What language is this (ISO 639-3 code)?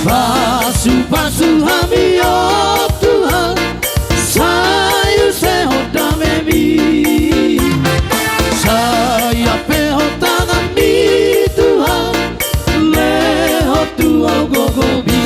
bbc